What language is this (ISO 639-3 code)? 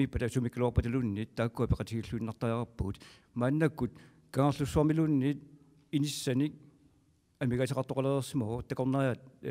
kal